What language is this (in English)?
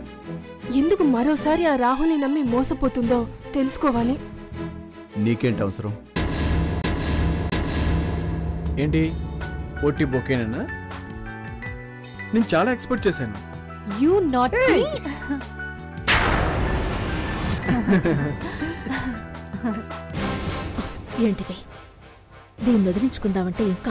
Telugu